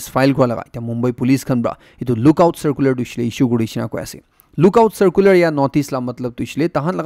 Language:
Naga Pidgin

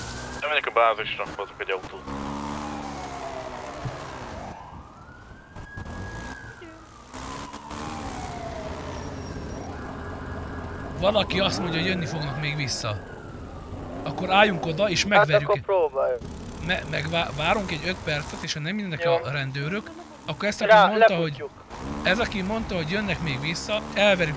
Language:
Hungarian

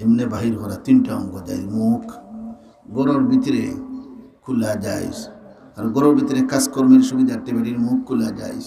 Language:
Sylheti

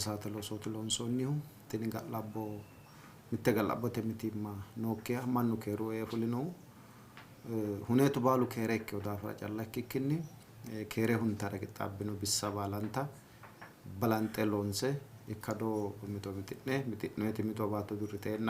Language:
Sidamo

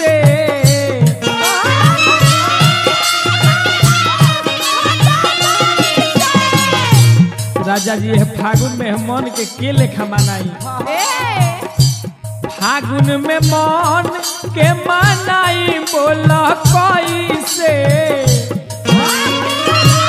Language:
Bhojpuri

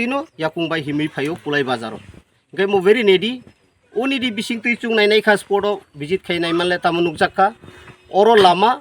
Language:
Kok Borok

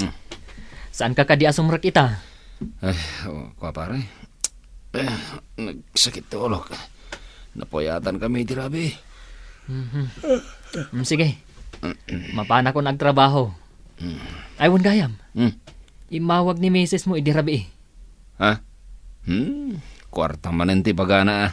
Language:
Iloko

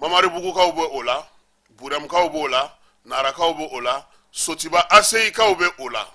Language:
Bambara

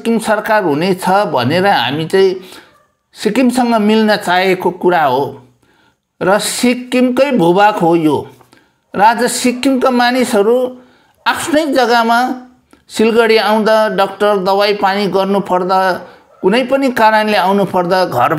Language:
Nepali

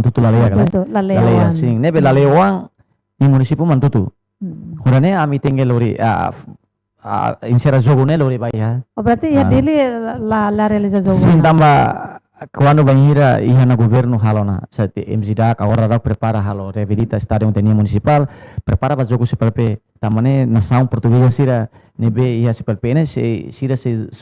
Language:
Tetum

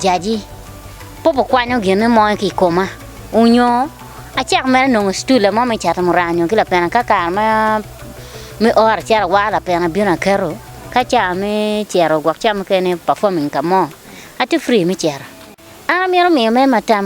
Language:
Acoli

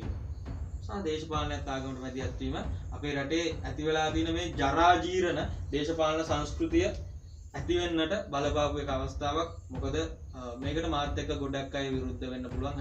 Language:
Sinhala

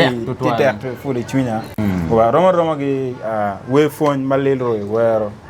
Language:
Acoli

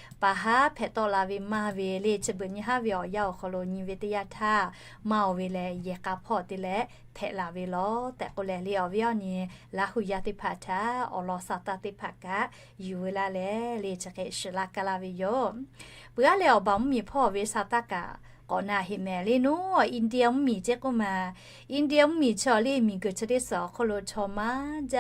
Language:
Lahu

